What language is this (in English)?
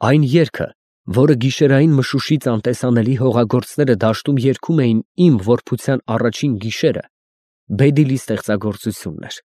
Armenian